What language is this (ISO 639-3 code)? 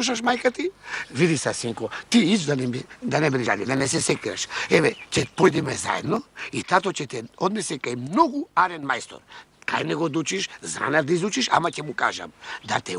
mkd